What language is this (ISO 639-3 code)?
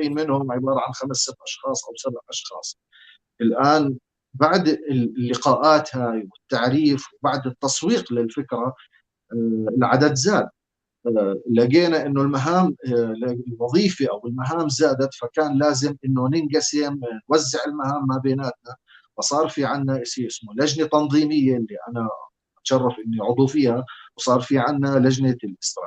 apc